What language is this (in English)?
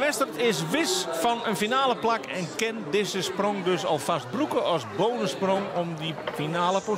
Western Frisian